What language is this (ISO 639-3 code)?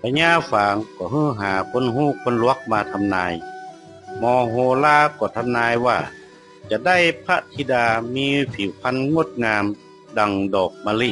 nod